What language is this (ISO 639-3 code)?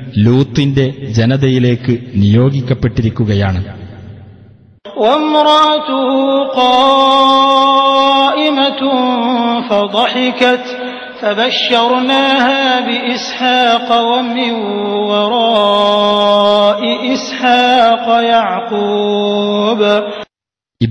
mal